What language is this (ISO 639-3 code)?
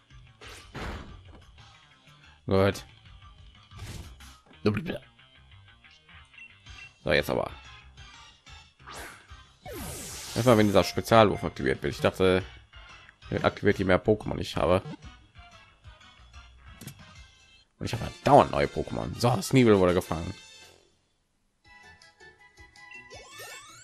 deu